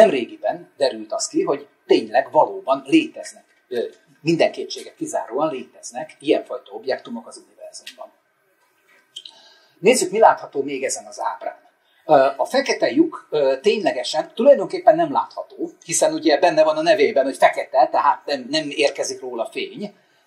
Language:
Hungarian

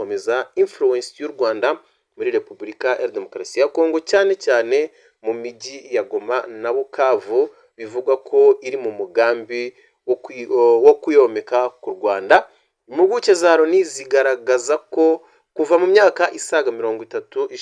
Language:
Kinyarwanda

